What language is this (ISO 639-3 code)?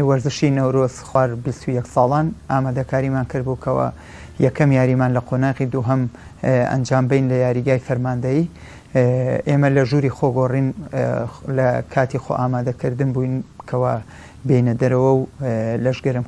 ckb